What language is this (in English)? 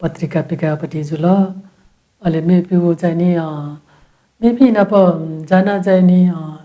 Newari